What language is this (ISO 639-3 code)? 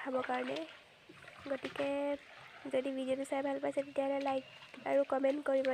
asm